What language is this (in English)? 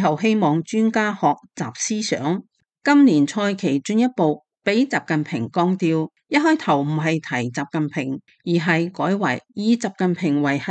Cantonese